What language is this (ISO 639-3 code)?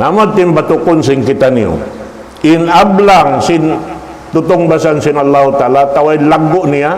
tsg